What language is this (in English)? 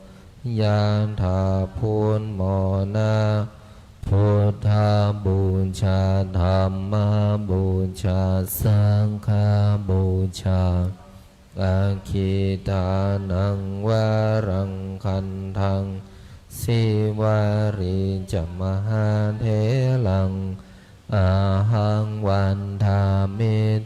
Pali